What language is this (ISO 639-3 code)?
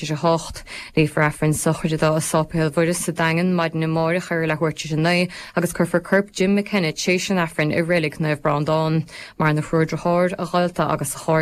gle